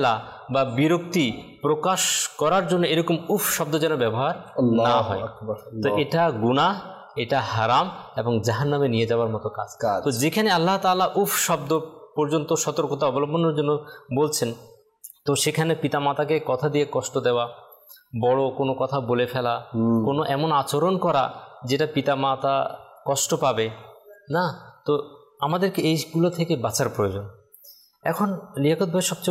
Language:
Bangla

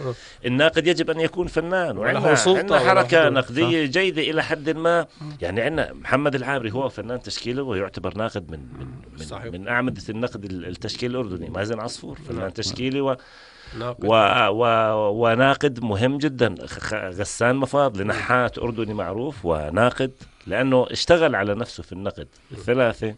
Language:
North Levantine Arabic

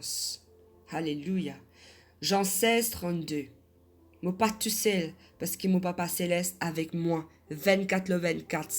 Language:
Morisyen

